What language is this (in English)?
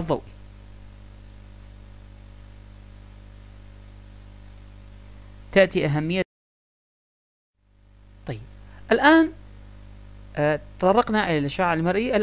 Arabic